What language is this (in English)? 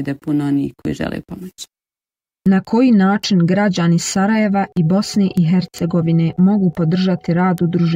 Bosnian